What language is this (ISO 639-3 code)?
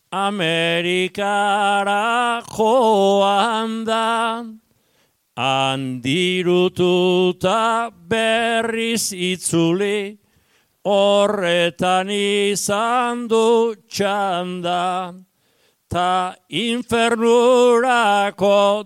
eus